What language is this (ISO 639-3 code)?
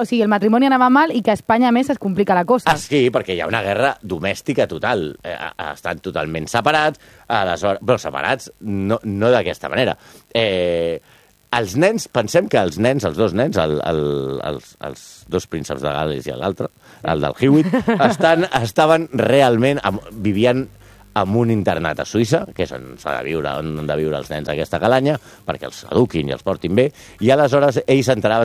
cat